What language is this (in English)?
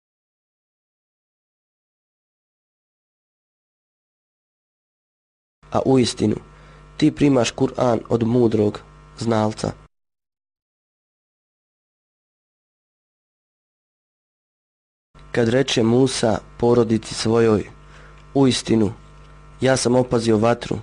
Bosnian